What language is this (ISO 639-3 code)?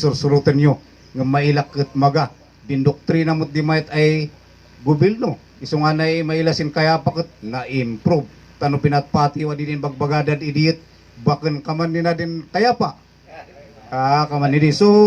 kne